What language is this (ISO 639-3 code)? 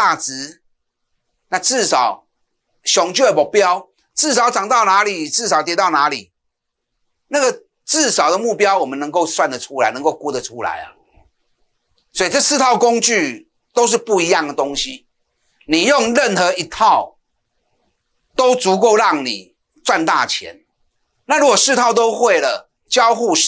zho